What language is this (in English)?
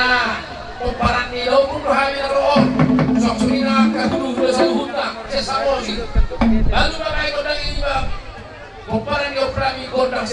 Batak Toba